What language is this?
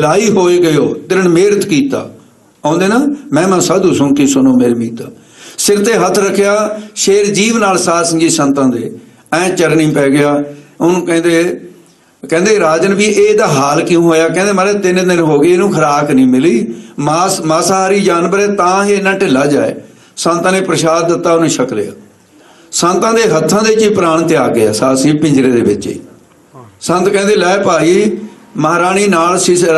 Punjabi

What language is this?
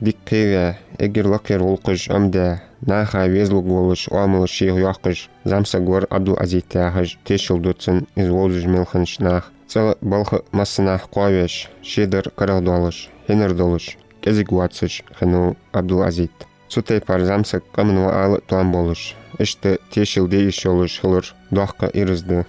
Ingush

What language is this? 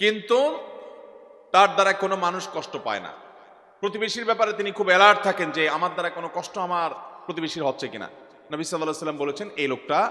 Bangla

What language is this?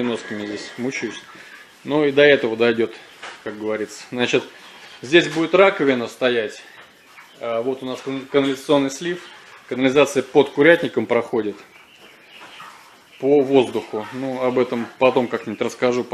Russian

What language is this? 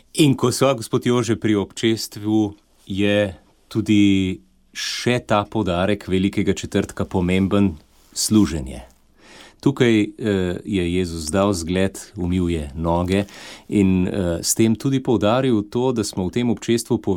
Slovenian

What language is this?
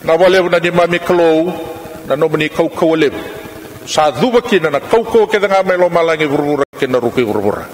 Fijian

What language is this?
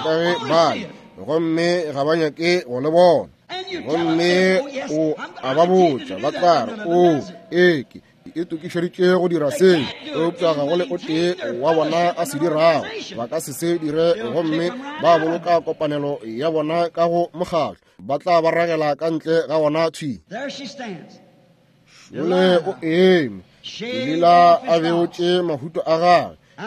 Northern Sotho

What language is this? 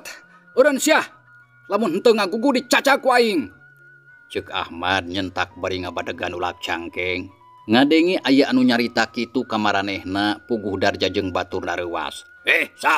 Sundanese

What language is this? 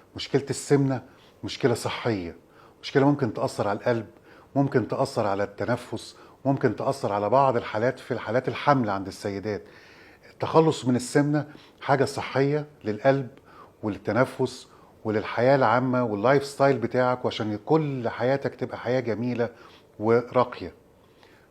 Egyptian Arabic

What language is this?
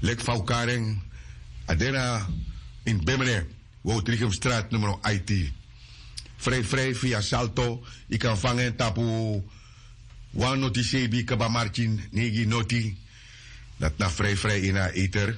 Sranan Tongo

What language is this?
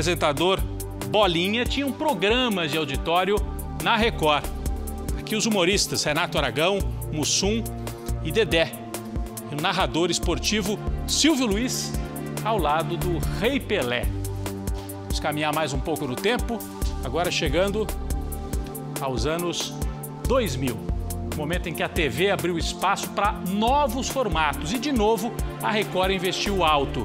Portuguese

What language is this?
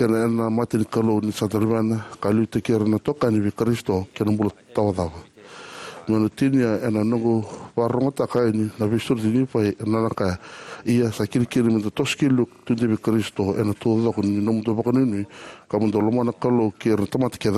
Fijian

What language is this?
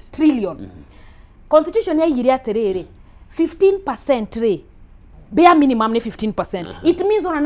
Kikuyu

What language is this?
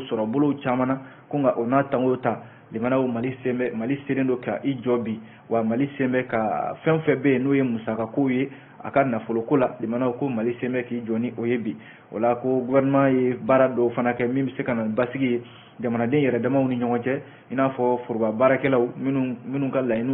Bambara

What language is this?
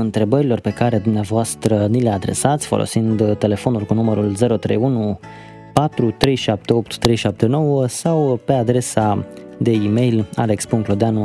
Romanian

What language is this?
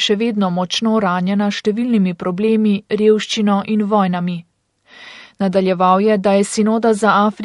Slovenian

